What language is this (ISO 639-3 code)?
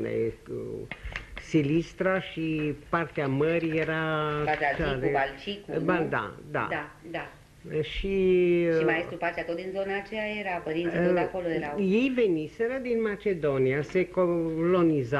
ron